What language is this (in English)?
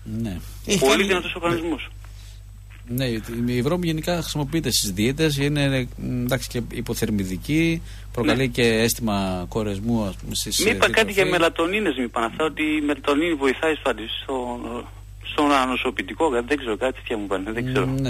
Greek